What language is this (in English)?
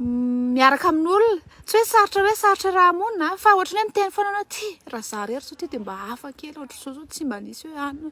Malagasy